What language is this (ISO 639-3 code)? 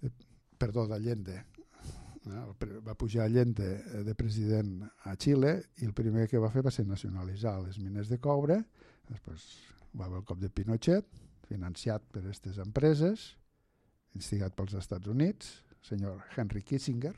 cat